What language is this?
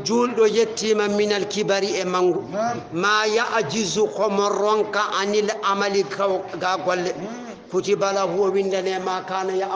Fula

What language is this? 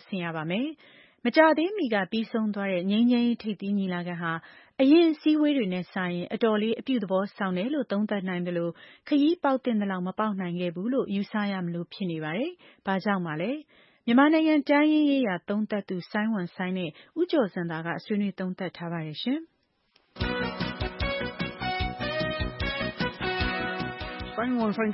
Burmese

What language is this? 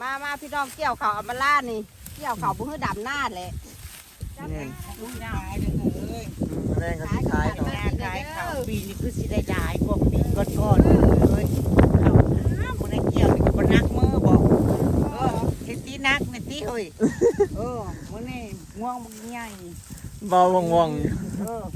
Lao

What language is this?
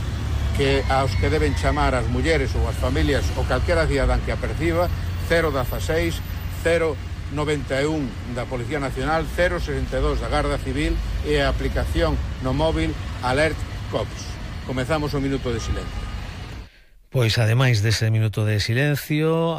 Galician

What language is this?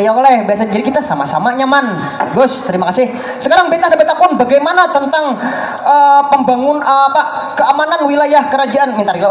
Banjar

